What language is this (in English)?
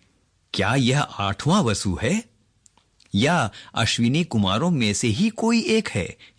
Hindi